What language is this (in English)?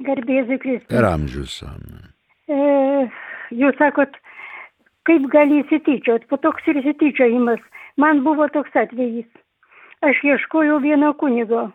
Lithuanian